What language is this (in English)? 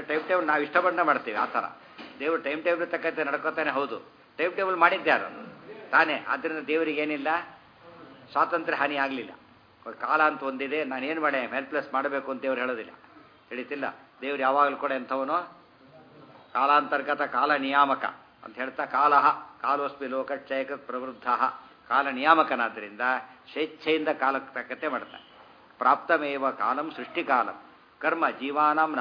Kannada